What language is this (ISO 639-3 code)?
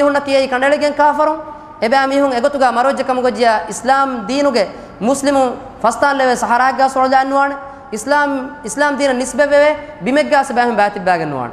div